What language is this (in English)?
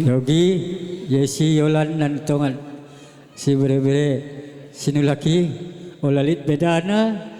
Batak Karo